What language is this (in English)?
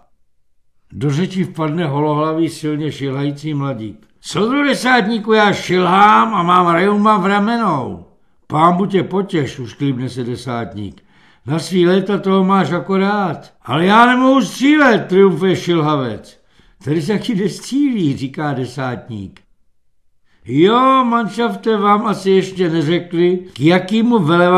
Czech